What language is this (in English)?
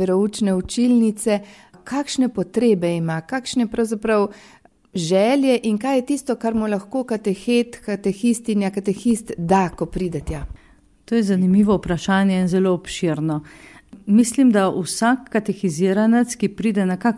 Slovenian